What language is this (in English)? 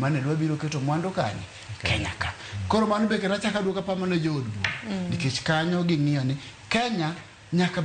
Luo (Kenya and Tanzania)